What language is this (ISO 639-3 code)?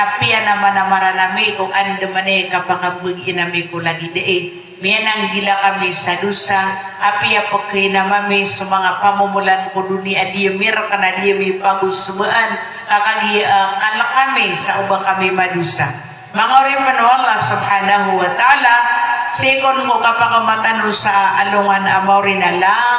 mrw